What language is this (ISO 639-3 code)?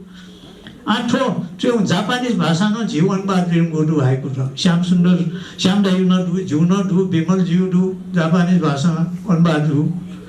new